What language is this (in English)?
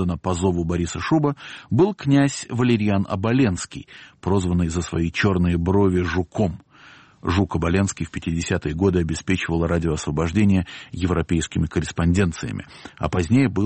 Russian